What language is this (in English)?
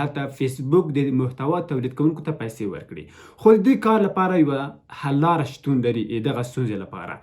Pashto